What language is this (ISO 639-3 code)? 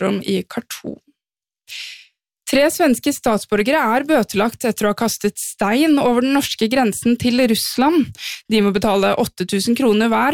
nor